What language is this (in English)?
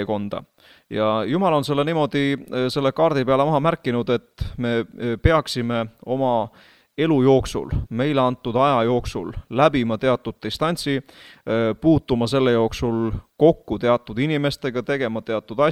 Estonian